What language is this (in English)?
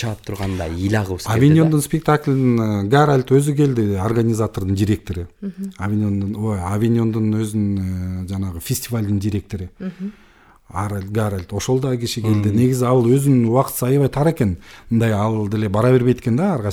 Kyrgyz